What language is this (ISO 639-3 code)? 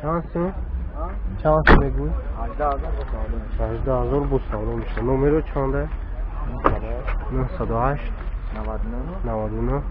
tgk